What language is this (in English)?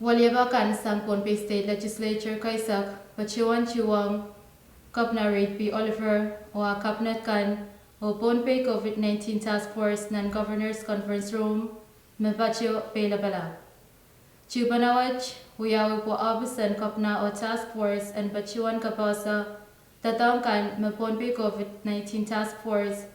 Pohnpeian